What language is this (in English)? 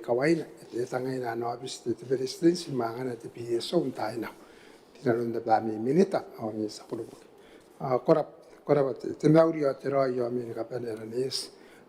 Gilbertese